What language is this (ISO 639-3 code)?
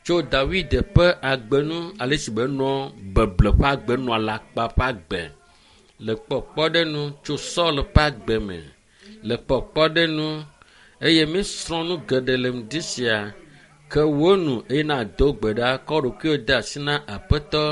ewe